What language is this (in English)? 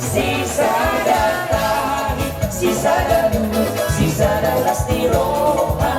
Batak Toba